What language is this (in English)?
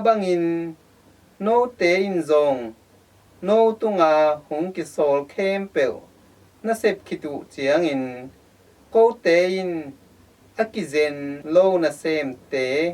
Tedim Chin